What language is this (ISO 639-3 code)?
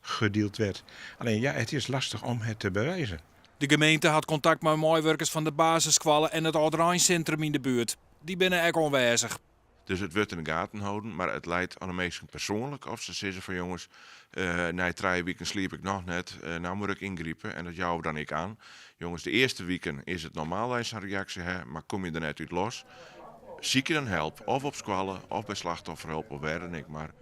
fry